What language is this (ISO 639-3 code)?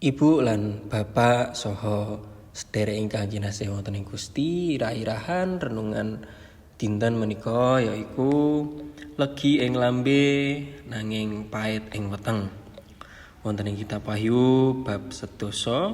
jav